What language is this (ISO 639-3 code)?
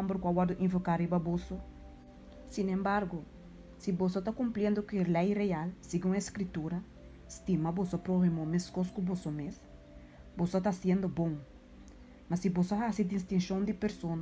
pap